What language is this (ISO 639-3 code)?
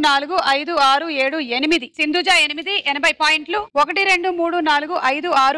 tel